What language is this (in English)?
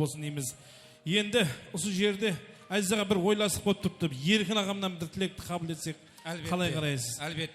Kara-Kalpak